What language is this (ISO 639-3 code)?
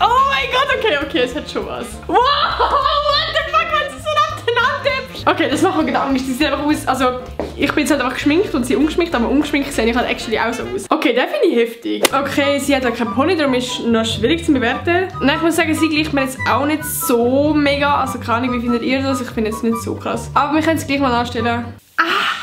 gsw